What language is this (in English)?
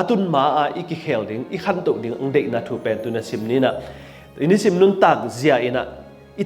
Tedim Chin